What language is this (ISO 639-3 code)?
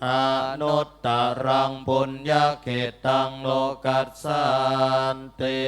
pli